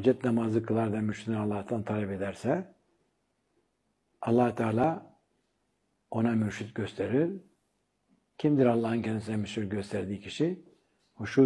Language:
Turkish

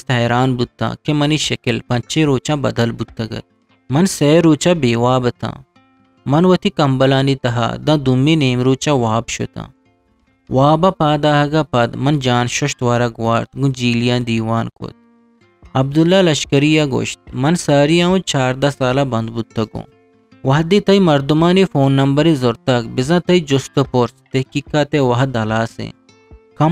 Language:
Eastern Balochi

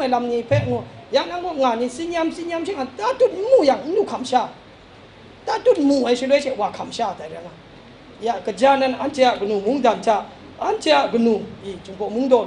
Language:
Kachin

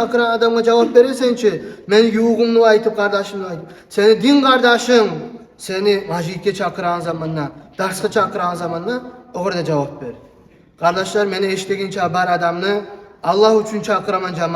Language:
Kumyk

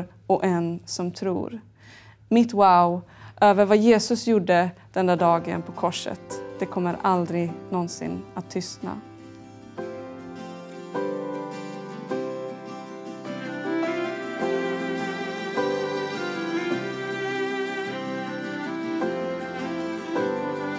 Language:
Swedish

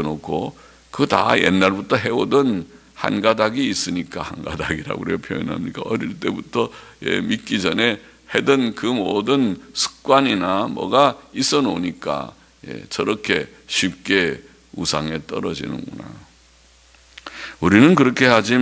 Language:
Korean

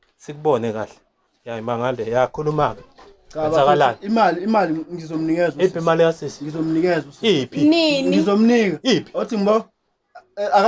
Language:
Zulu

